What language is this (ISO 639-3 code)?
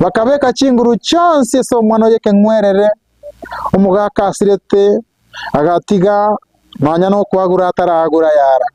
guz